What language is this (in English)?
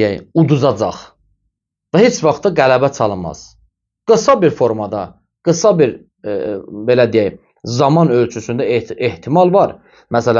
Azerbaijani